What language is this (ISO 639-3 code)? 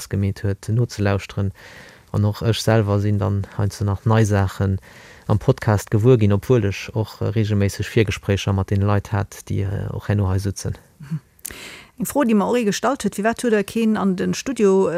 ltz